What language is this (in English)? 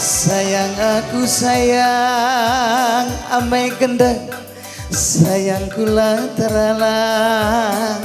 Batak Karo